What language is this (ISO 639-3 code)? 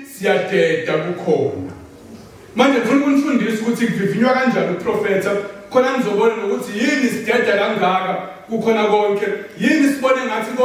zul